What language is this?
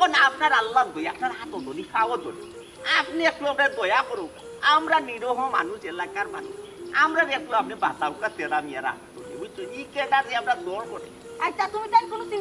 Sylheti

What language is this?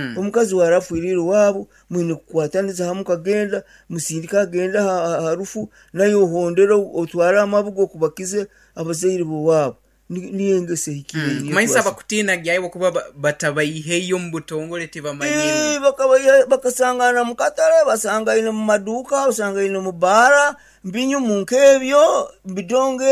Nyankole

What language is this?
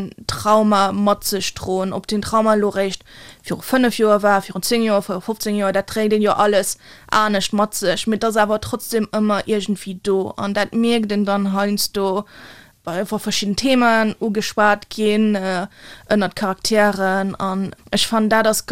Luxembourgish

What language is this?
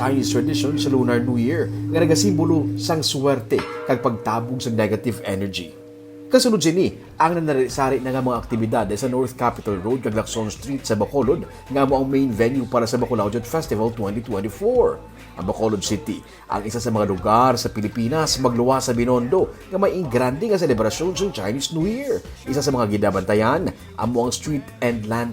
Hiligaynon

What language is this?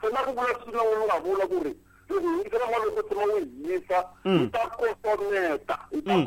Tsonga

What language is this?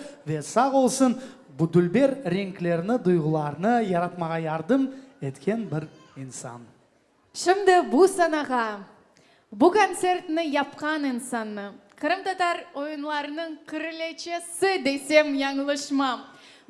Crimean Tatar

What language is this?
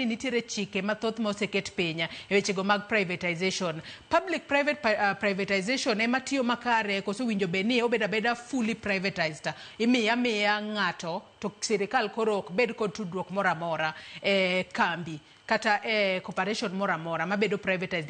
Luo (Kenya and Tanzania)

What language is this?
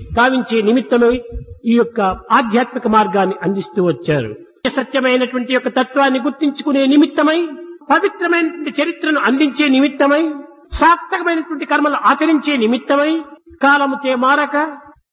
Telugu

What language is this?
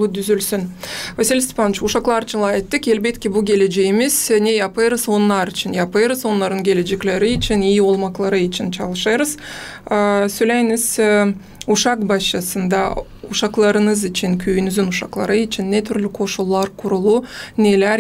Gagauz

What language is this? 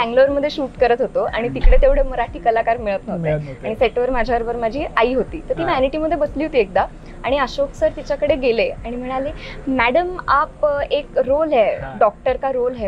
Marathi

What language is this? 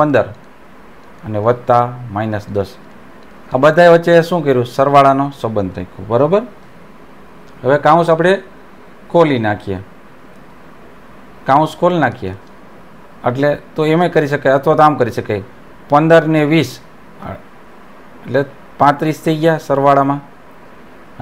Gujarati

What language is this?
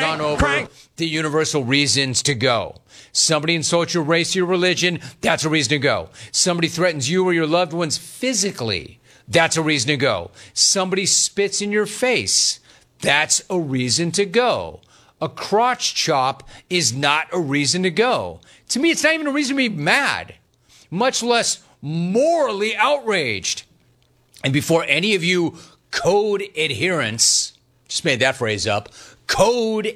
English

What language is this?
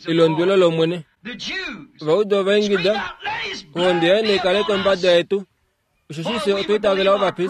Kuanyama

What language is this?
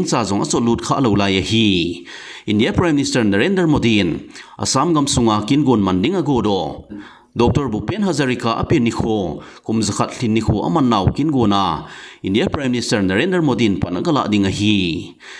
Thado Chin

